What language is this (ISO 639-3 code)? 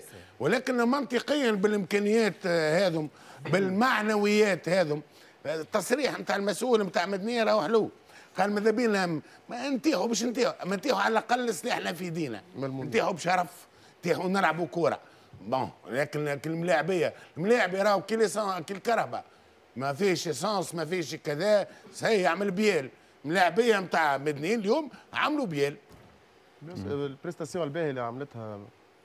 aeb